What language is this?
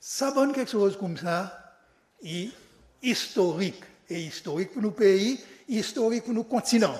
Seselwa Creole French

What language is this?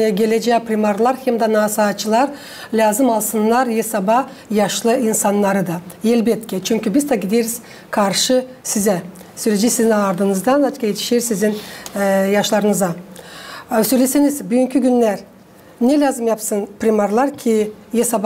Gagauz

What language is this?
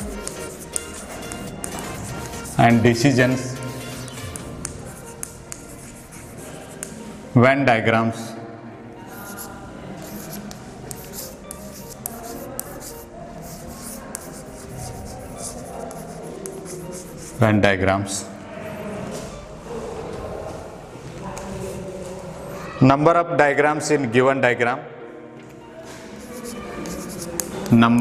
Kannada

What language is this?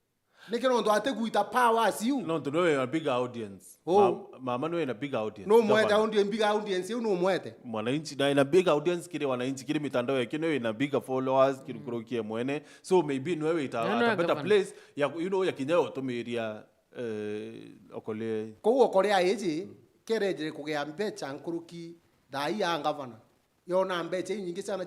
Meru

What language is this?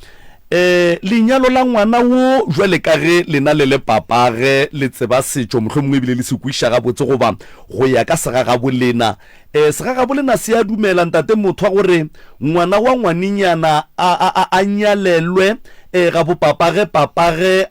Northern Sotho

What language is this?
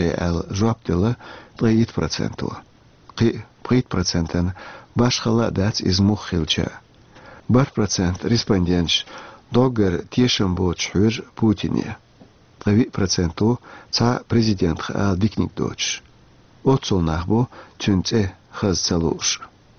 Chechen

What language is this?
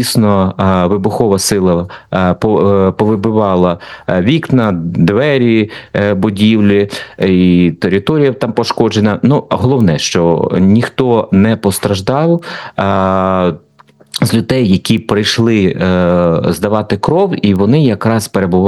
Ukrainian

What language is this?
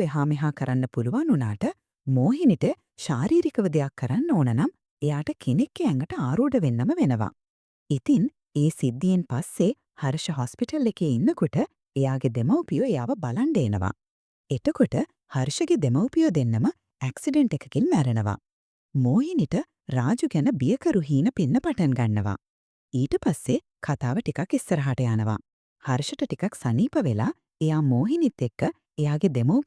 Sinhala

